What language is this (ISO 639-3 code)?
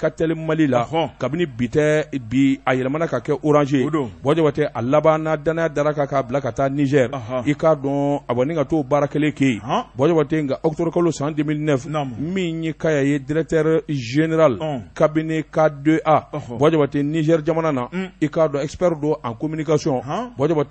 bam